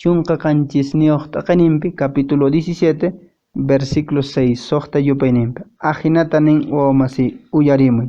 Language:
Quechua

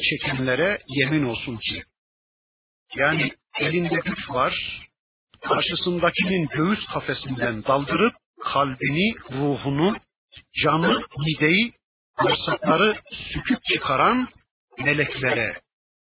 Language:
Turkish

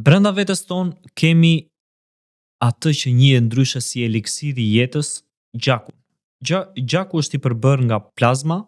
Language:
Albanian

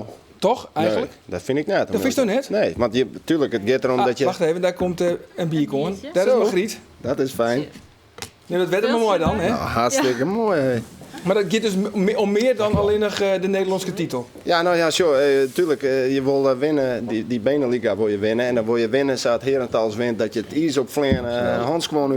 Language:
Western Frisian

